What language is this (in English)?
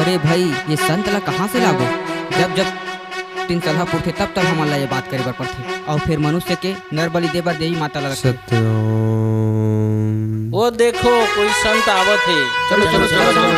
Chhattisgarhi